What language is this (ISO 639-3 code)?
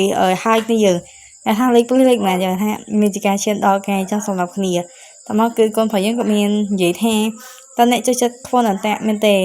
khm